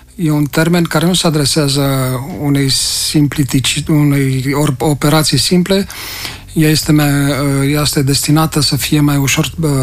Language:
Romanian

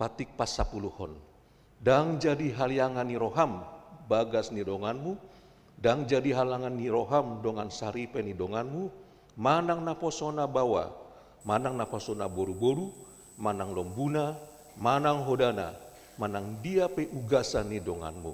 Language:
Batak Toba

